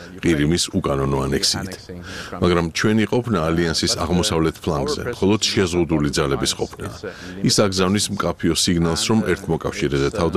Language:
Georgian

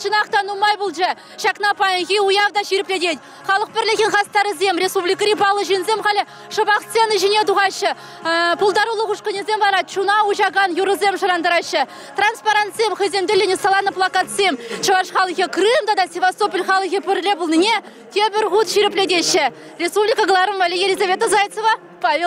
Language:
Chuvash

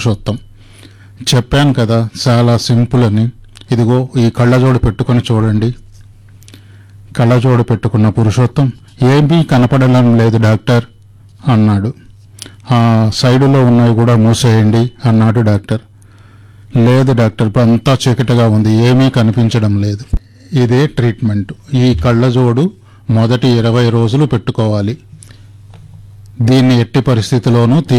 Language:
Telugu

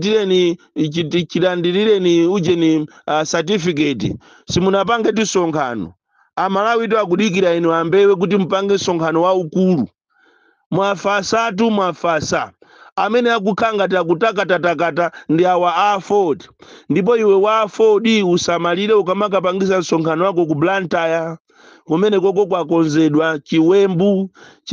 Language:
Nyanja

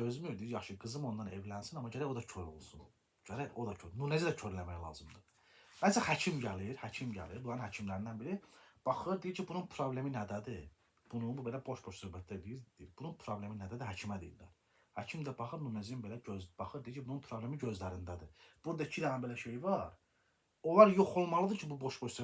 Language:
Azerbaijani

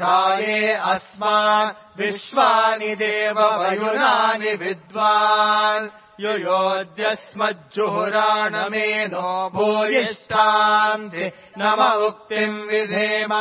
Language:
Sanskrit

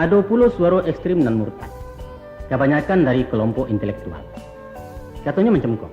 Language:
Minangkabau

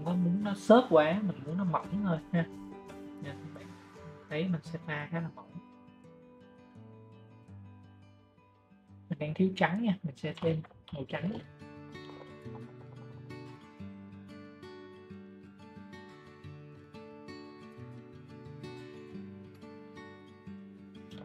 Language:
Vietnamese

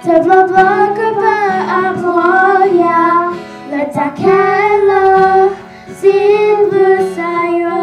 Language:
S'gaw Karen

